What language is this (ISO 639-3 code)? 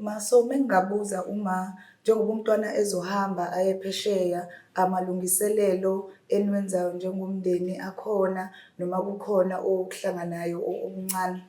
zul